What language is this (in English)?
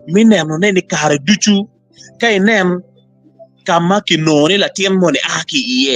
Acoli